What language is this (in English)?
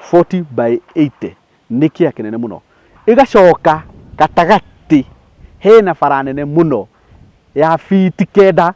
Kikuyu